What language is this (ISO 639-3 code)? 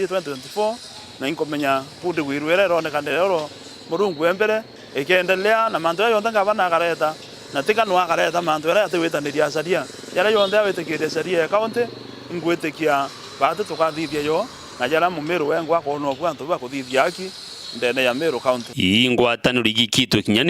mer